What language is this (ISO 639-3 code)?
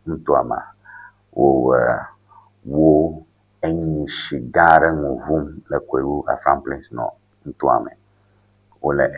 ewe